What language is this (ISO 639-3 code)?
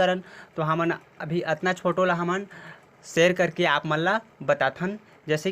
hne